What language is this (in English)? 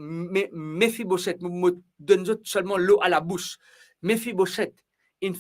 Morisyen